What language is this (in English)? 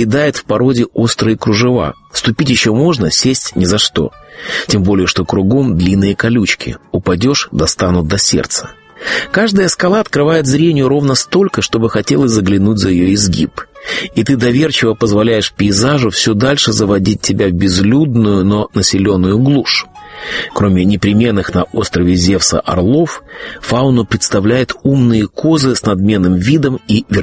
Russian